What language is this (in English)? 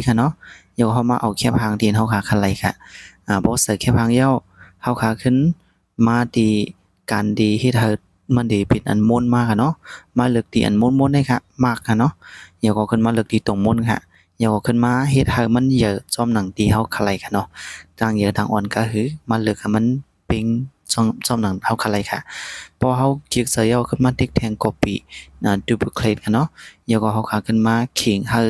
Shan